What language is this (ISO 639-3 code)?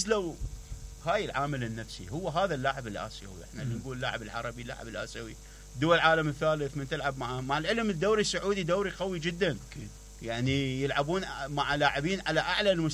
acm